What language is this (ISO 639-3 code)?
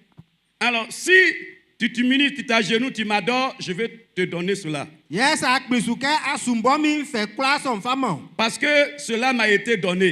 bci